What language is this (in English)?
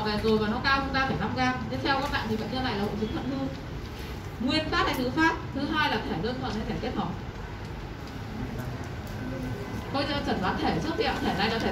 Vietnamese